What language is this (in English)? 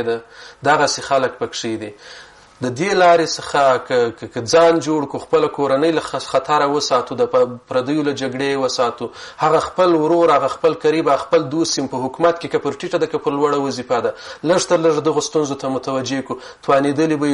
Pashto